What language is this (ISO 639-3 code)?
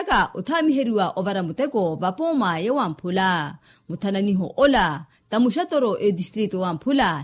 vmw